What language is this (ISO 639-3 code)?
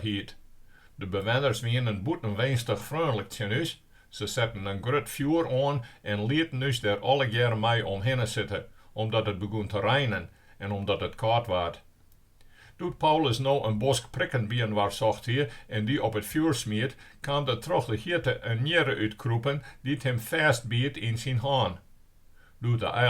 fry